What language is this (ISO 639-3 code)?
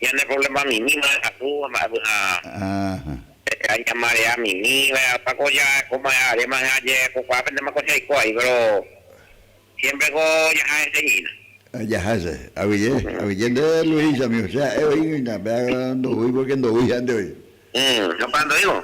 grn